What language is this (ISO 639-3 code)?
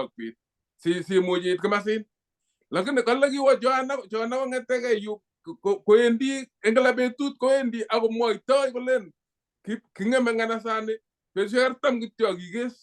kln